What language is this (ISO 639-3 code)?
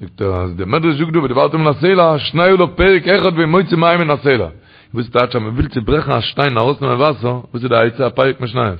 yid